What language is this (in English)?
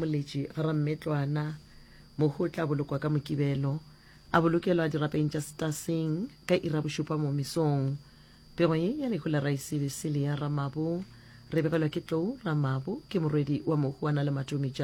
Northern Sotho